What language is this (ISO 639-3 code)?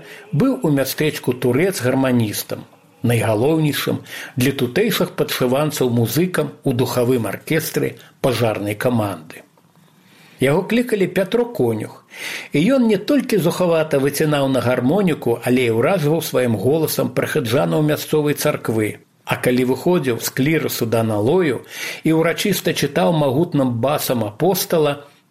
bel